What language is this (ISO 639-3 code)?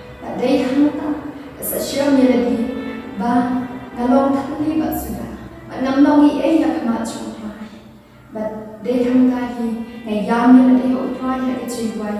kha